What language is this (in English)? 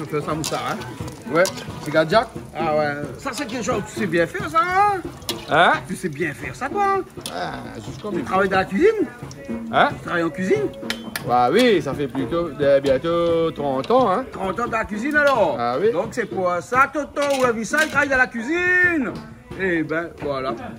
Réunion Creole French